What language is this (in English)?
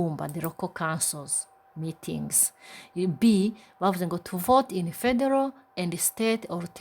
Rundi